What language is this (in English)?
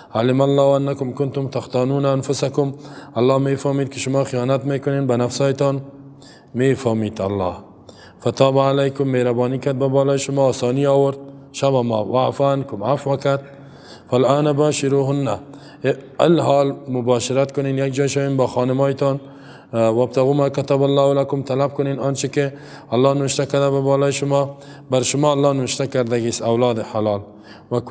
Persian